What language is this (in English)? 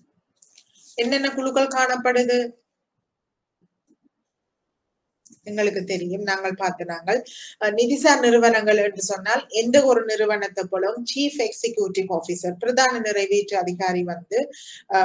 Tamil